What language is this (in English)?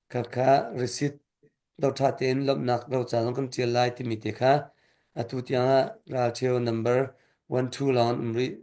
Hakha Chin